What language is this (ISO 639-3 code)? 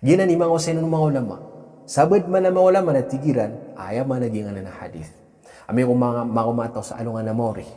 mrw